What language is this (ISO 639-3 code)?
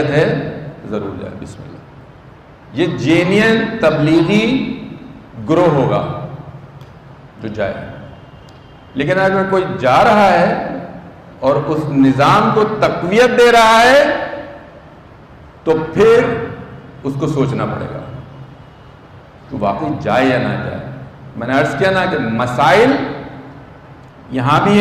urd